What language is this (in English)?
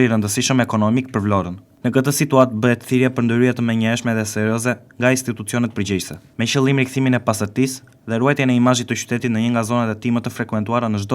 Albanian